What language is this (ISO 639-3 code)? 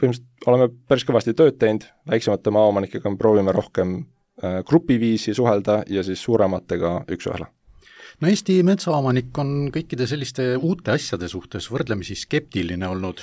est